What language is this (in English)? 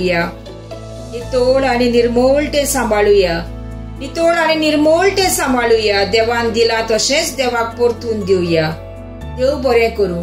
Konkani